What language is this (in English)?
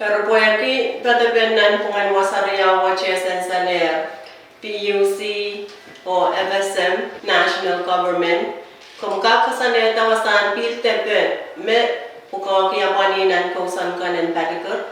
Pohnpeian